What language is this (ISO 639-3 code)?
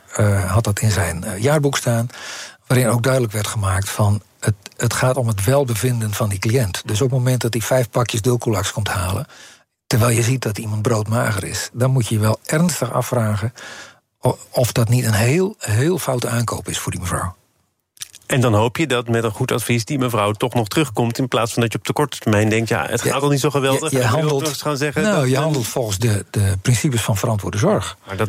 nld